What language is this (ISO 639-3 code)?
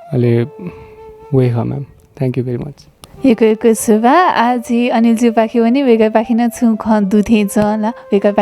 new